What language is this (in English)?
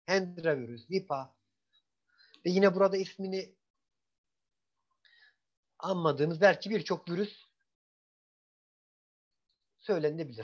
Turkish